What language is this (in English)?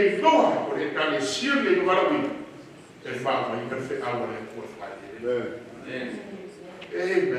Samoan